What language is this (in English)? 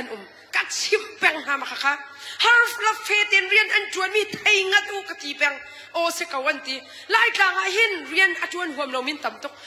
Hakha Chin